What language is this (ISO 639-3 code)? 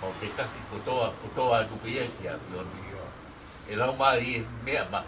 ton